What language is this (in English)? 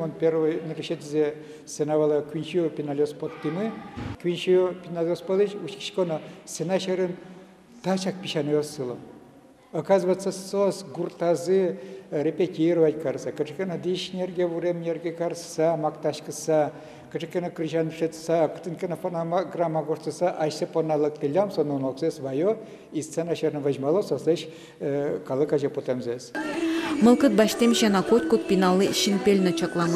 Udmurt